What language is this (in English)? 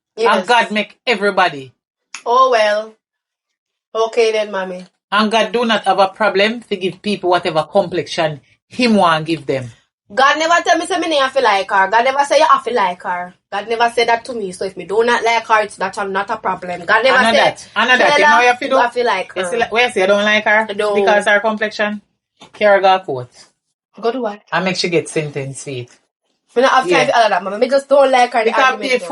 Jamaican Creole English